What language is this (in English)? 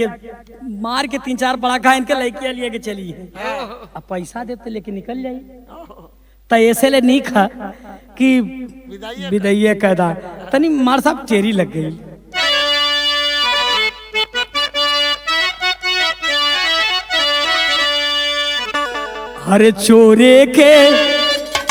Bhojpuri